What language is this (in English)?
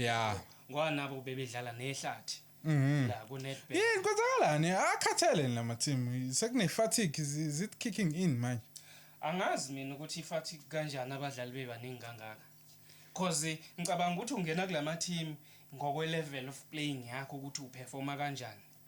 Zulu